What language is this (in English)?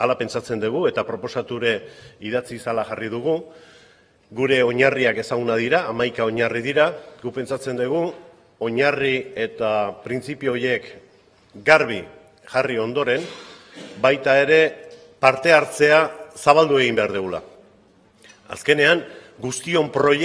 Basque